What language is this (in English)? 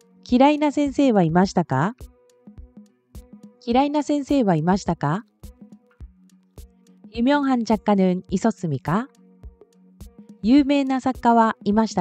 Japanese